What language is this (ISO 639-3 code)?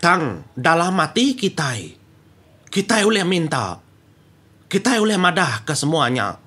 iba